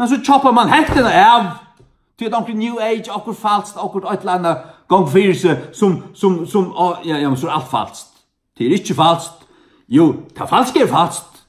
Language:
Faroese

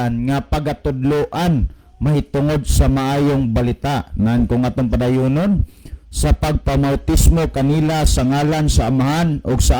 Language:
Cebuano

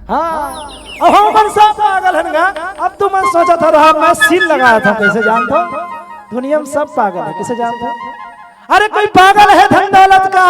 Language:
Chhattisgarhi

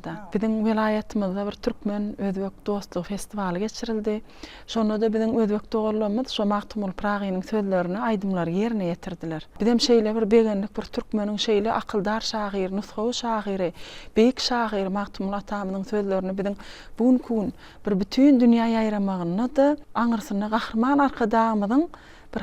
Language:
Turkmen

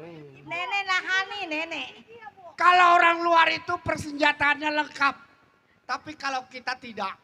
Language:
Betawi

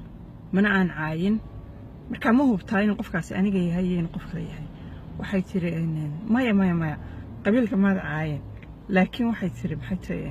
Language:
Somali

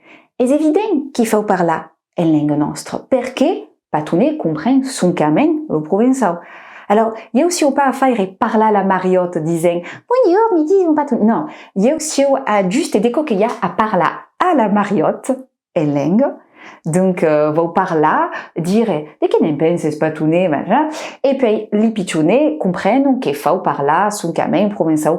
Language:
Occitan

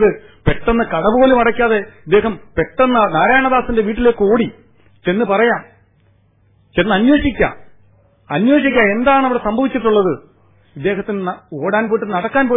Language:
Malayalam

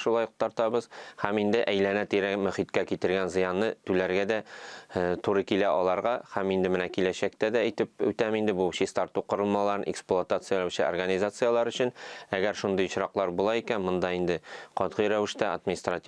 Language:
Tatar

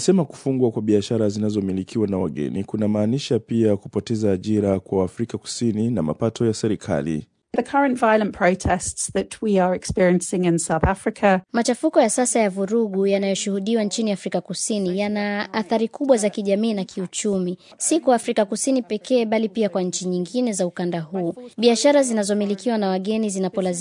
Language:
Swahili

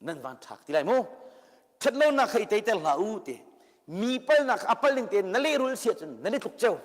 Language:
Hakha Chin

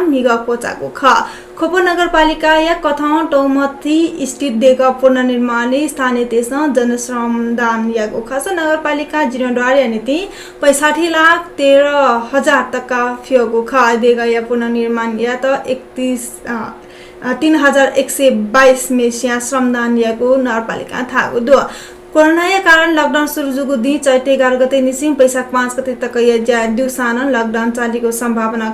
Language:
Newari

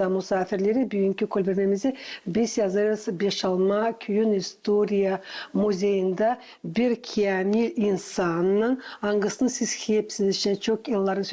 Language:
Gagauz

